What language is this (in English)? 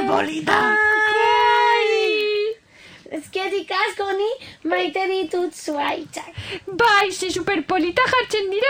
Basque